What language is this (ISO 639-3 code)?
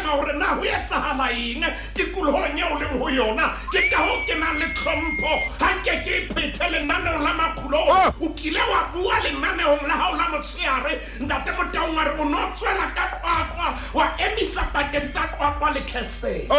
sot